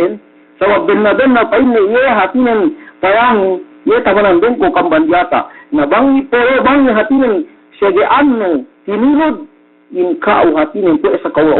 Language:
Yakan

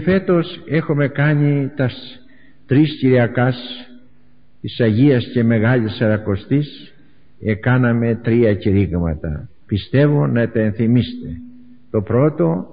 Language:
Greek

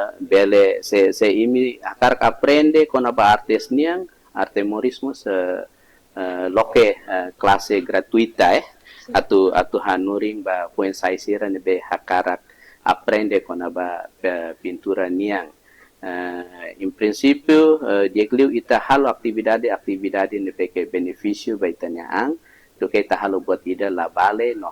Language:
Tetum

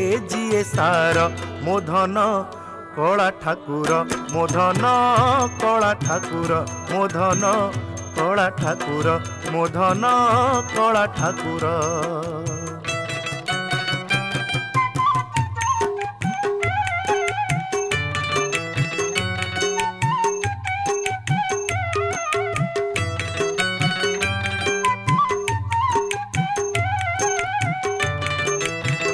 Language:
Odia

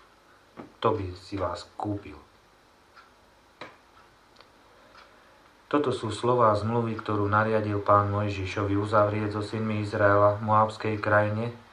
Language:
Slovak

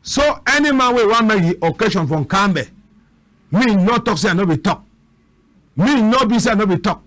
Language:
Cameroon Pidgin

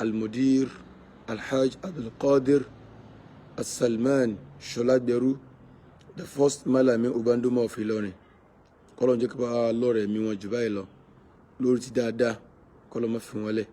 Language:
Yoruba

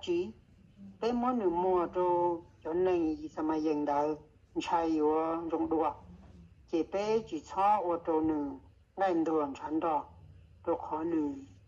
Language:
Hmong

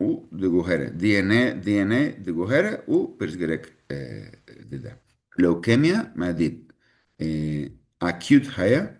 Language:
Kurdish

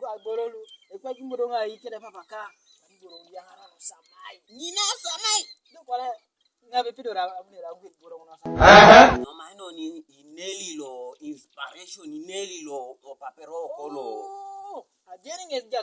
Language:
Teso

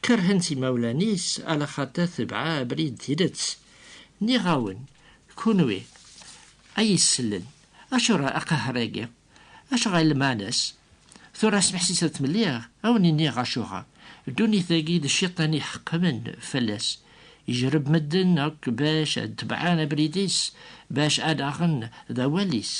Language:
Kabyle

